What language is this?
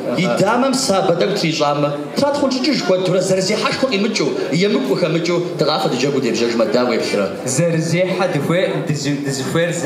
Kabardian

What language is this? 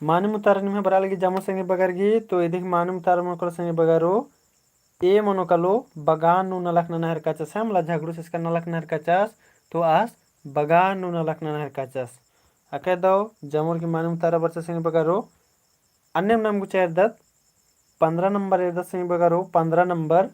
Kurukh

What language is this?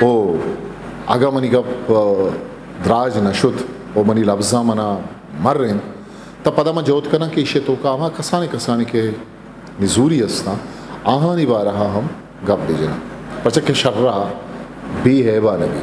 Eastern Balochi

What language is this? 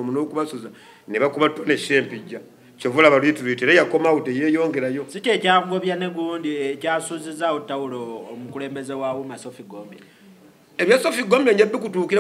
Ganda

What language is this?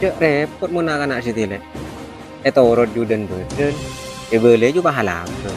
Madurese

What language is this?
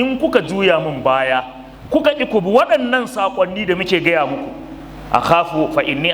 Hausa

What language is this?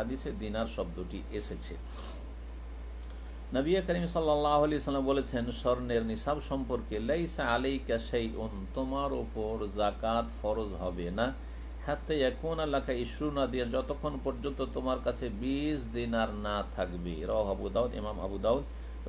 Bangla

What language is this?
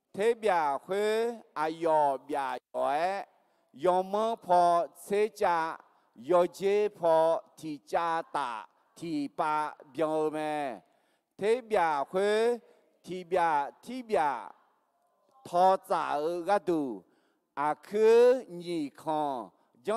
Akha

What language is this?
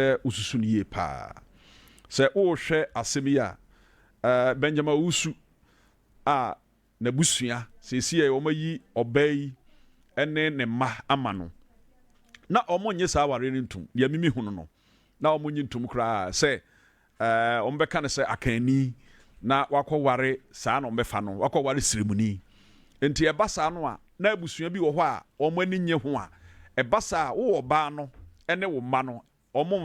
Akan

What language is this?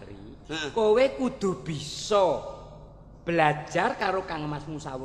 Javanese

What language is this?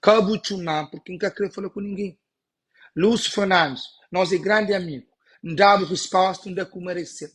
Kabuverdianu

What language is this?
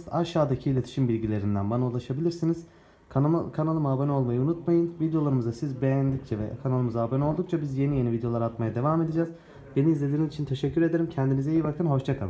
Turkish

